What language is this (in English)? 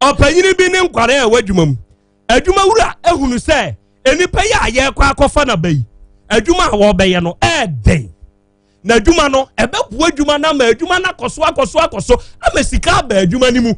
Akan